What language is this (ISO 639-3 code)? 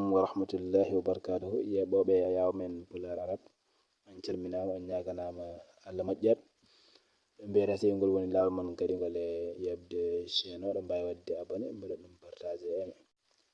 ful